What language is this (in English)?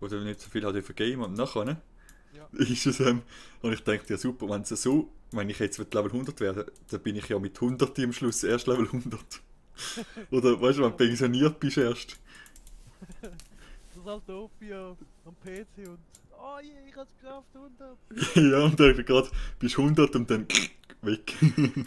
Swiss German